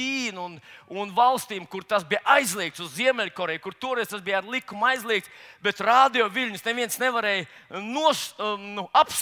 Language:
Latvian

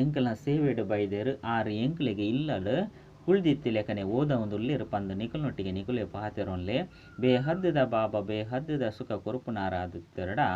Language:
Tulu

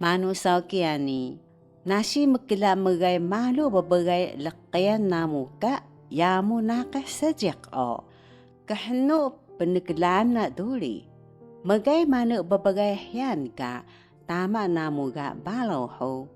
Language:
Taroko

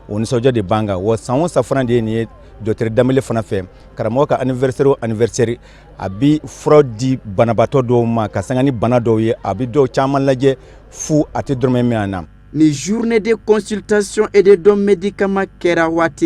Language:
Bambara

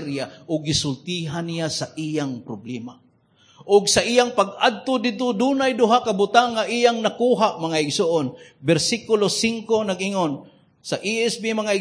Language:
Cebuano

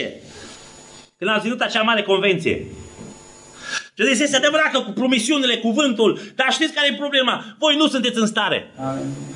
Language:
Romanian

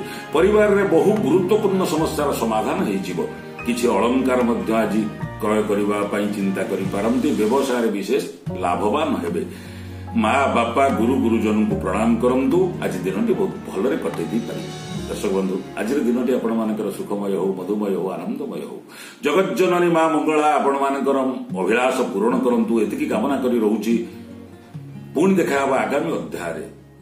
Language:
Odia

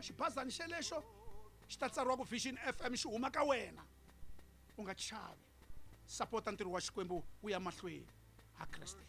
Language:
Tsonga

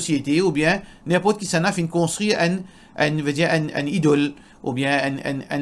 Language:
Morisyen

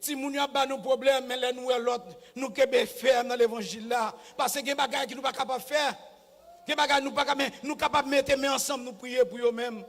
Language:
Haitian Creole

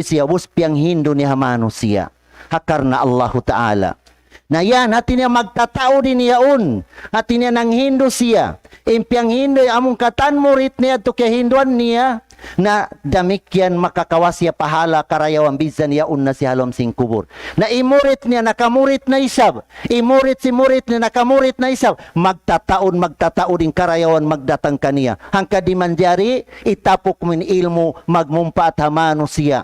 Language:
Tausug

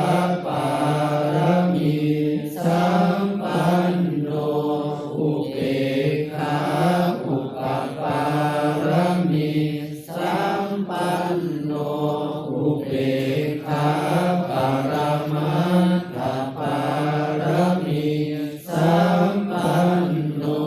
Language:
Pali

